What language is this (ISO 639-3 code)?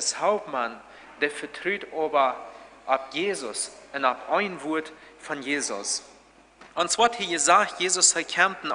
pdt